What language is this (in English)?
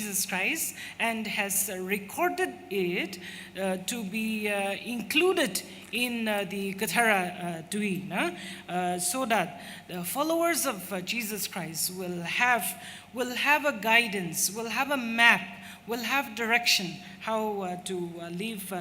Tangkhul Naga (India)